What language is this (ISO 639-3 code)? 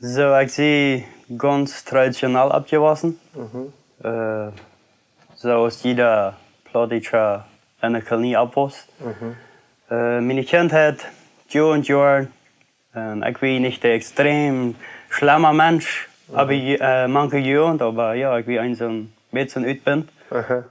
pdt